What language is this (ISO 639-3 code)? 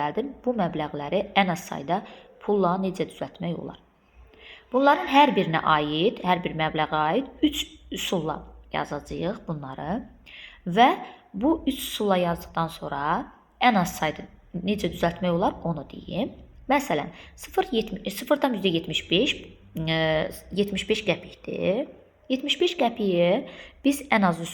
aze